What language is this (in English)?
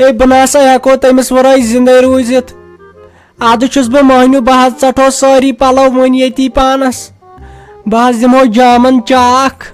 Kashmiri